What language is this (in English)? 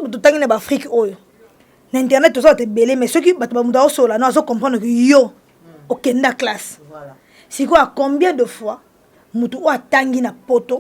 Lingala